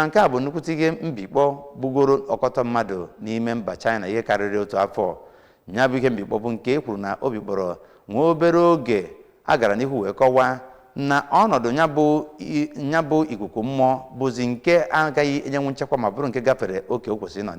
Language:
Igbo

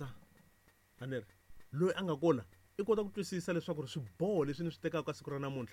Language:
Tsonga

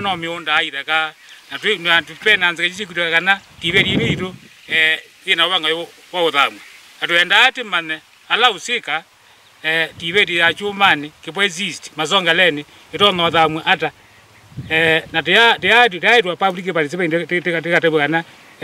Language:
Kamba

